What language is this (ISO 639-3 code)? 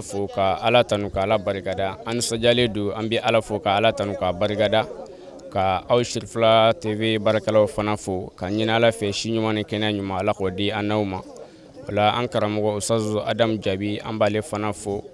bam